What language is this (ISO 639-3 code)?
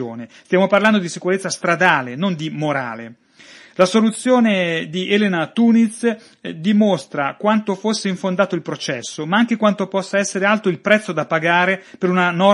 ita